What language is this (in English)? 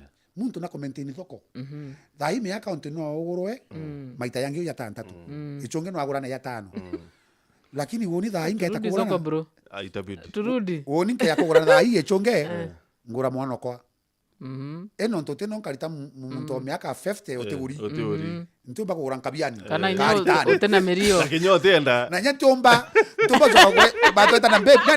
Meru